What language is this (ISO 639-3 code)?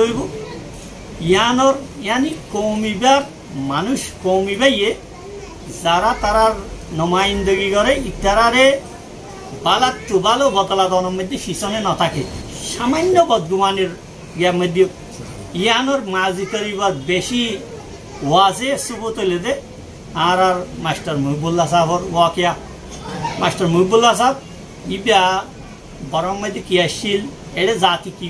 rhg